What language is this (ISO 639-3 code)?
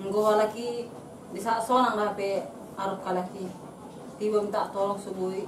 bbc